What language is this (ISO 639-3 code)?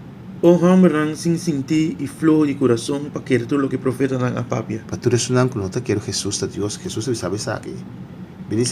pap